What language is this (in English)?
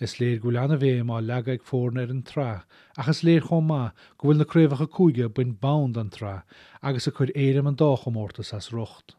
Irish